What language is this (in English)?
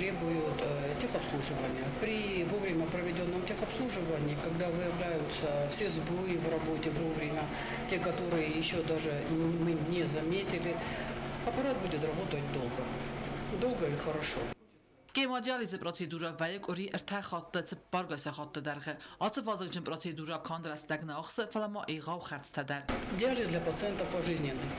Ossetic